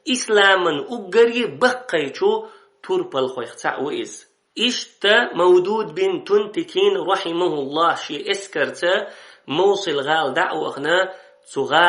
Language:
Chechen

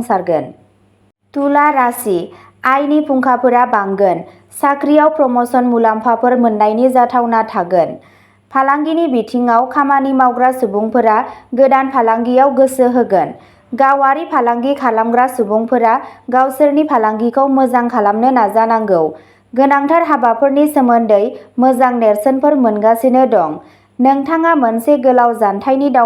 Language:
Bodo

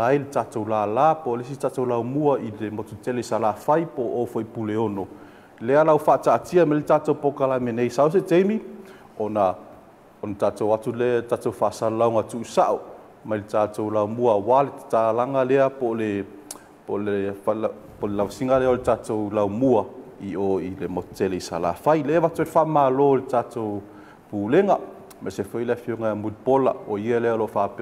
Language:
Samoan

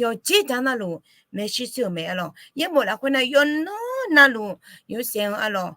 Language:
Akha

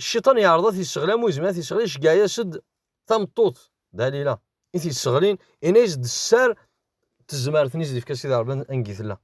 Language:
Kabyle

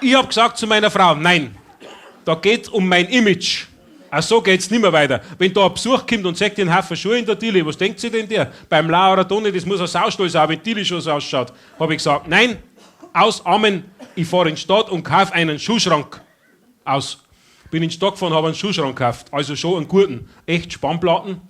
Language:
Bavarian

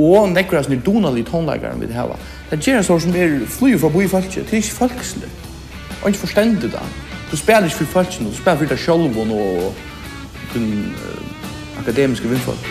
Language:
Faroese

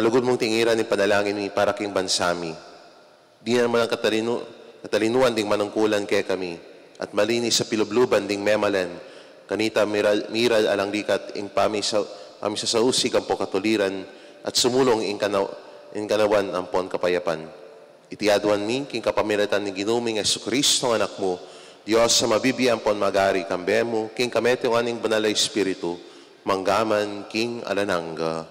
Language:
Pampanga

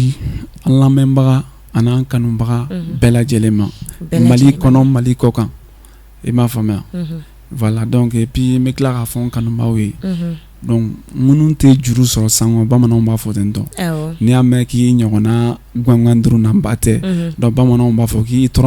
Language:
Bambara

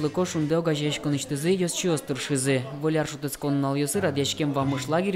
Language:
Udmurt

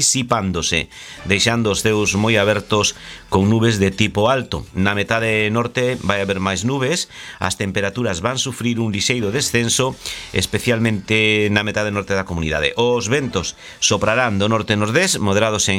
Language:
Galician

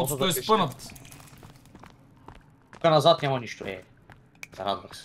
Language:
Bulgarian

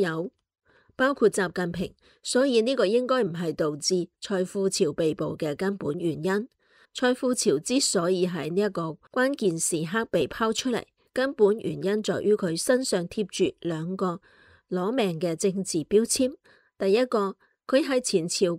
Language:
Cantonese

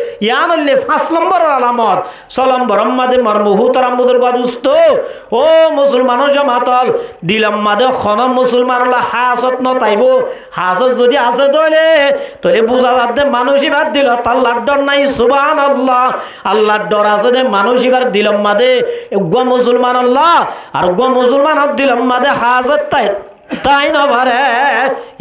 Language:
Rohingya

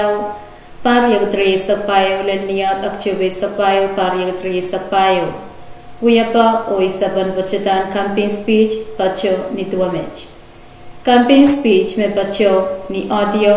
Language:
Pohnpeian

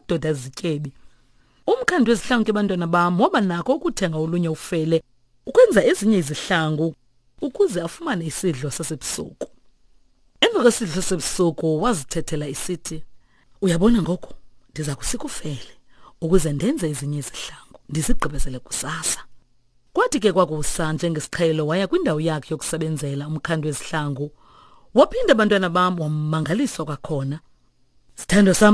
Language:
Xhosa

